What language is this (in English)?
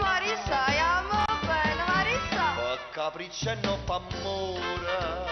Neapolitan